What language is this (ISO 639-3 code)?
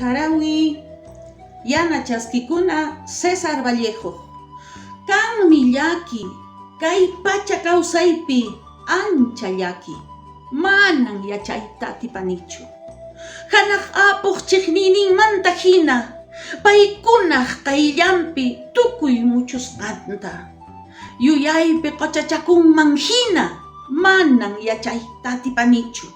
que